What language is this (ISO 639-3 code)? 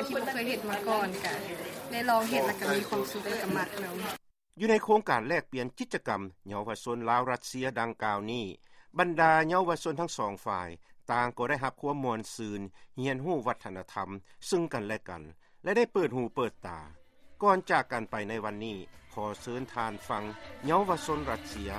lao